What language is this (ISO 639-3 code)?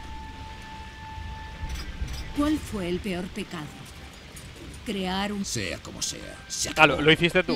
spa